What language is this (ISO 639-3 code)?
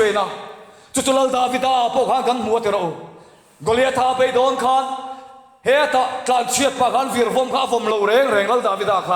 lus